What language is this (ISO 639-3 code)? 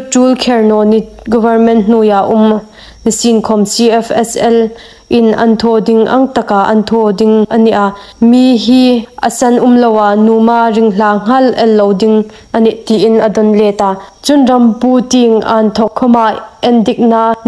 hmr